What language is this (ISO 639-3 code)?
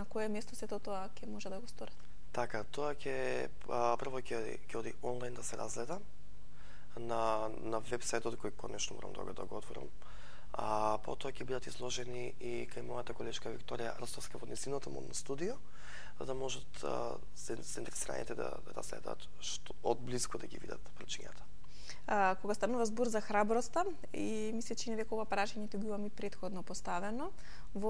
mkd